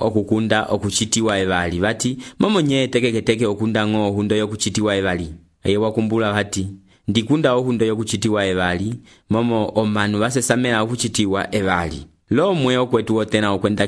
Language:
Umbundu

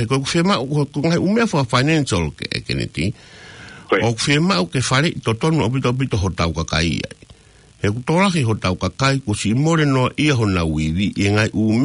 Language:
Tongan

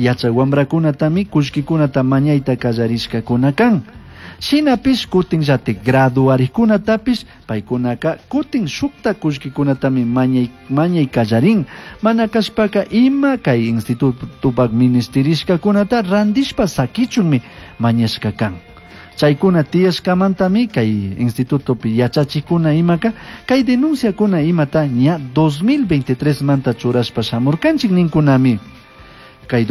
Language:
Chimborazo Highland Quichua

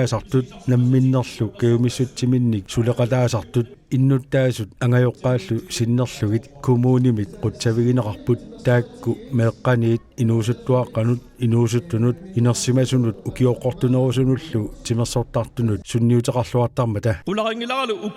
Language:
Kalaallisut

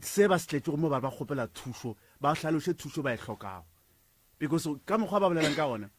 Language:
Northern Sotho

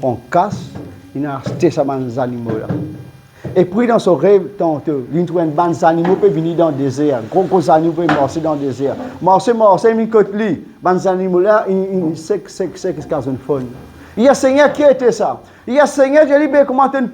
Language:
Morisyen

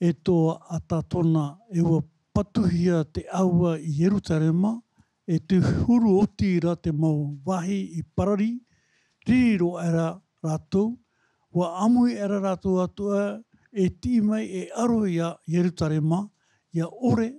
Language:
Tahitian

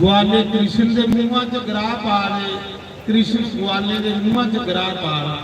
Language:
Dogri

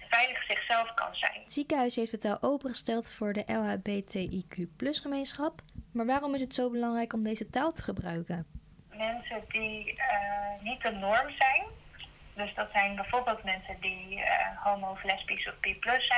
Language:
Dutch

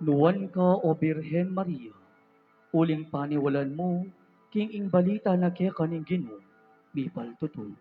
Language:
Pampanga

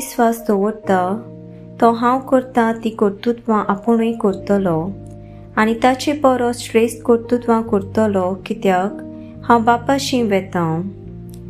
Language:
Konkani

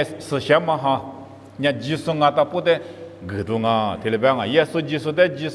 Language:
Lisu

